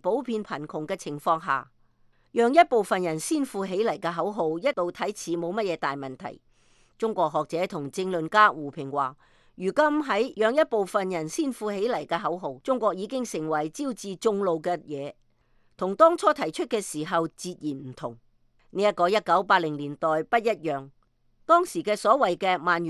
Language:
Cantonese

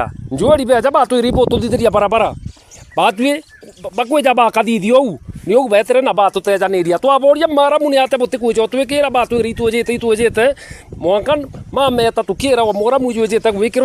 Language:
Meru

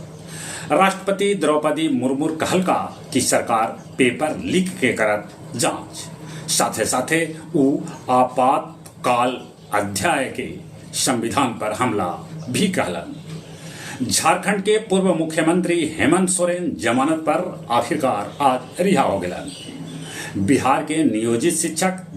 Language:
Magahi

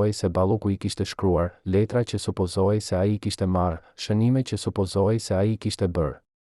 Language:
Albanian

